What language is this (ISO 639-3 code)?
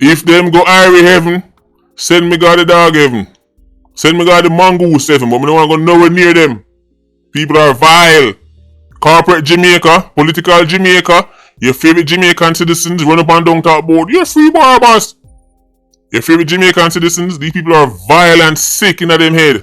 jam